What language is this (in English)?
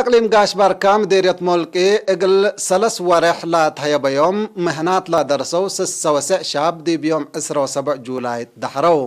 Tigre